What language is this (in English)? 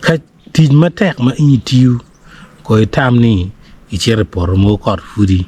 Acoli